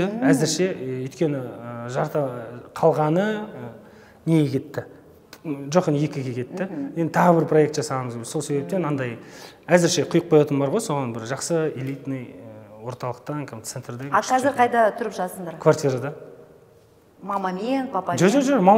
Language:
Kazakh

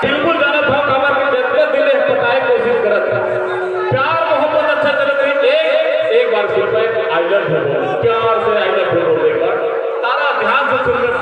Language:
Chhattisgarhi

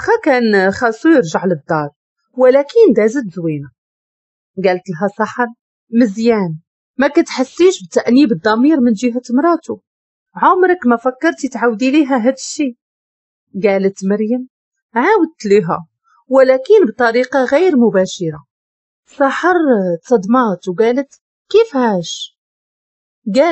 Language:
Moroccan Arabic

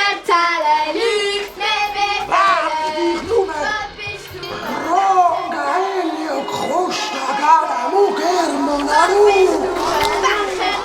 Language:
Swiss German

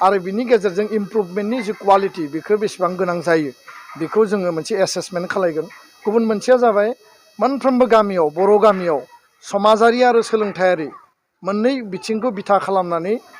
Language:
Bodo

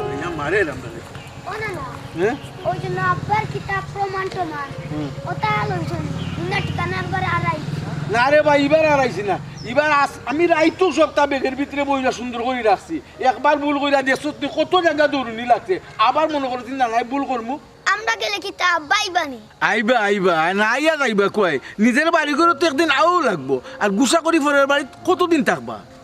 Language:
Sylheti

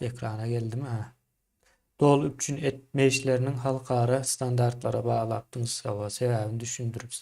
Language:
Turkmen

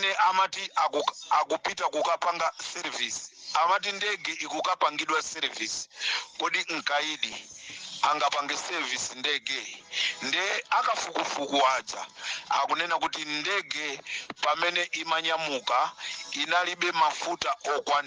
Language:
Nyanja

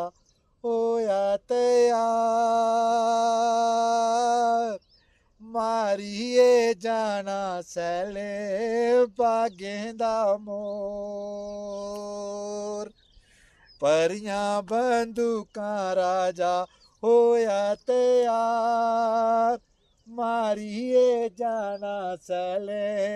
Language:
Dogri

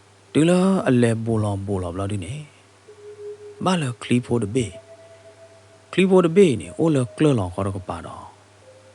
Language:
S'gaw Karen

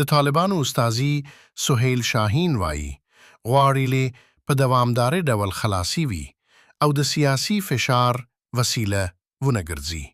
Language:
Pashto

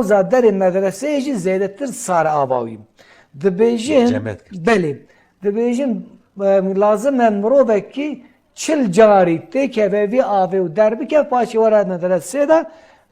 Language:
Kurdish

